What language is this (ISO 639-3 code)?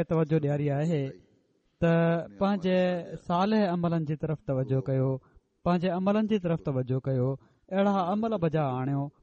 snd